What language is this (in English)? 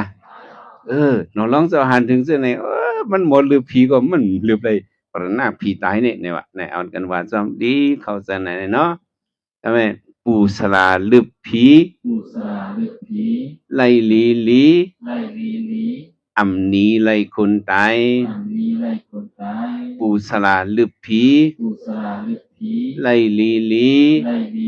Shan